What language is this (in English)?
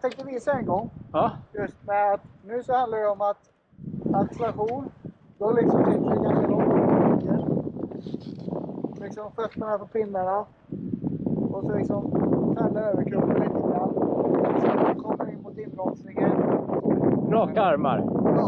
Swedish